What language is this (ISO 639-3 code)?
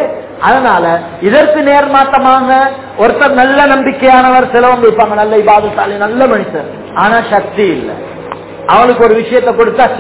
tam